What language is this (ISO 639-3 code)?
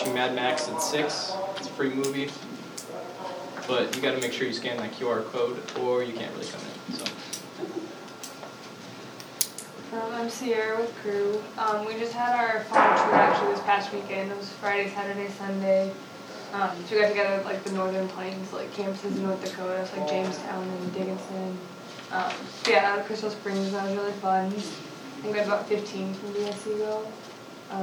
eng